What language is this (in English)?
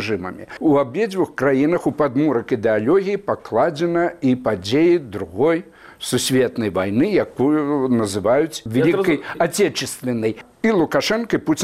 Belarusian